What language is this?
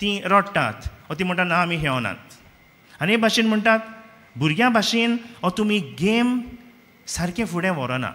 Konkani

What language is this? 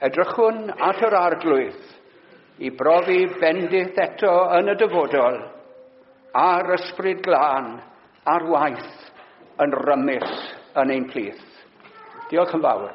Welsh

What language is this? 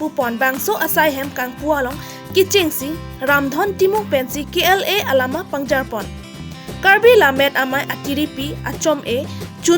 Karbi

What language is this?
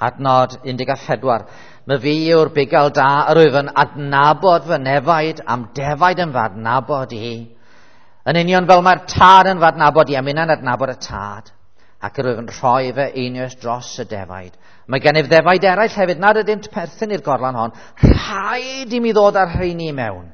Welsh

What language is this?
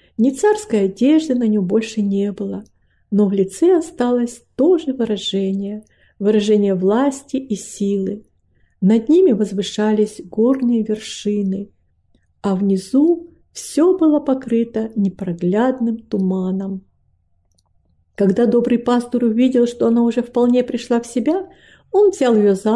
Russian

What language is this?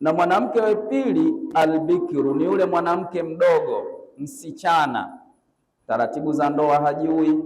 Swahili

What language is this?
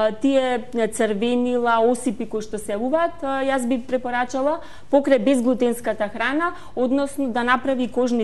Macedonian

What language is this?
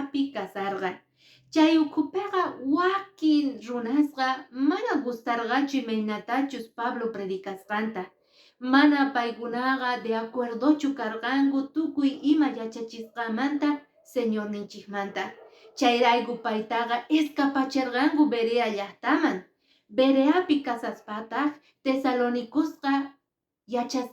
Quechua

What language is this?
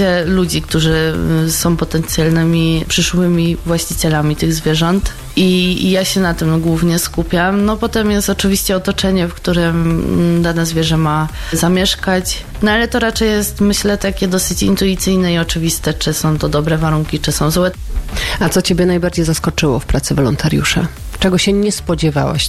Polish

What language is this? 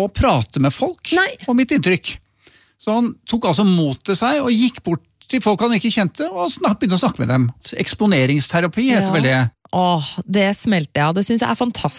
Norwegian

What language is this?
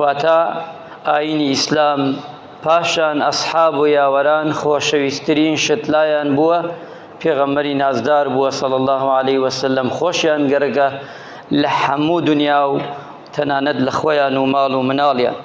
Central Kurdish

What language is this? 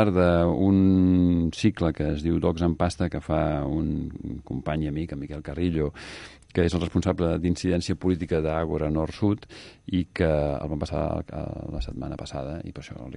Catalan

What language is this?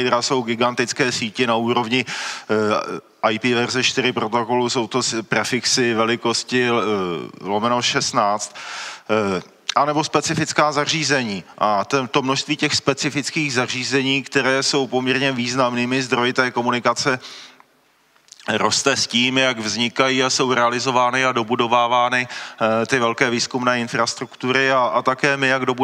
Czech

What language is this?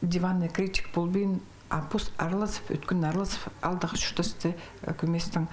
Khakas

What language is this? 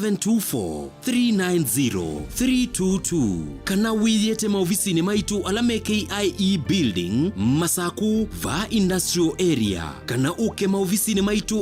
Kamba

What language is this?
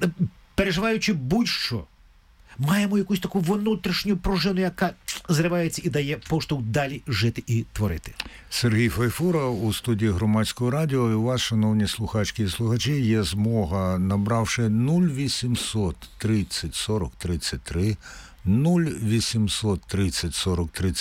Ukrainian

